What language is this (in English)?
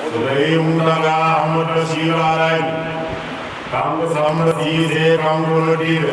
Fula